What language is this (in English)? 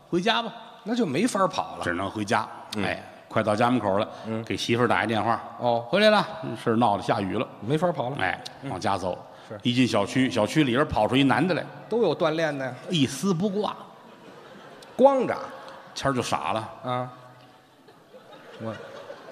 Chinese